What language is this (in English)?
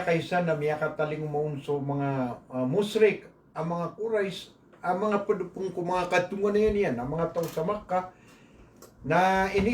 Maranao